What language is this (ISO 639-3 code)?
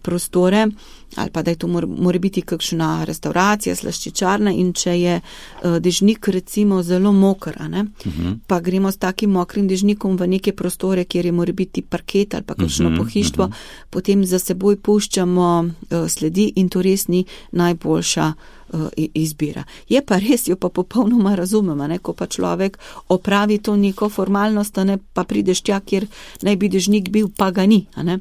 slv